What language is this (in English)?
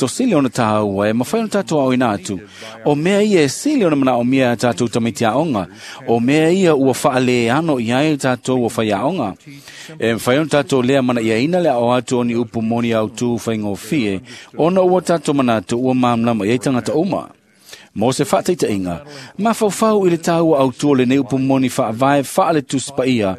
Samoan